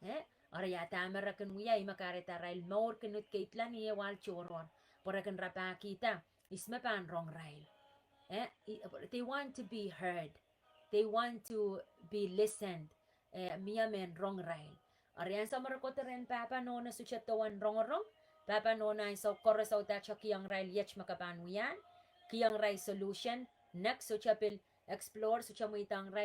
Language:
Pohnpeian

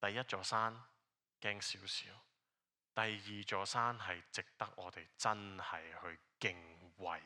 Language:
Cantonese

